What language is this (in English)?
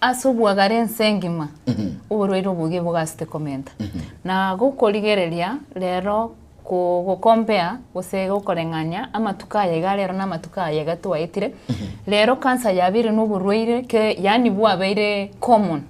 Gusii